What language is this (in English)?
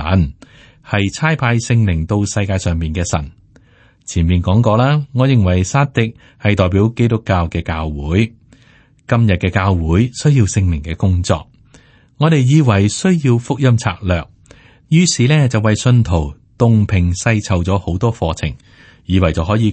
Cantonese